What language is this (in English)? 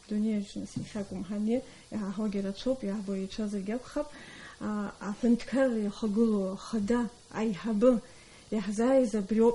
Abkhazian